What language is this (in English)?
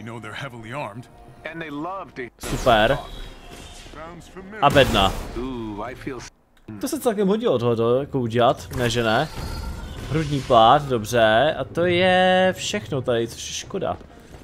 Czech